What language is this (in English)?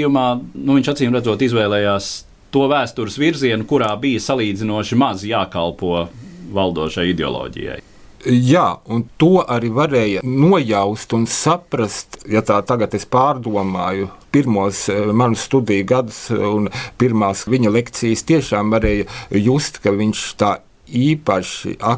Latvian